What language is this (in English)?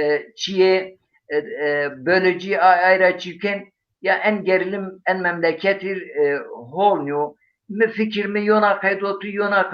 Zaza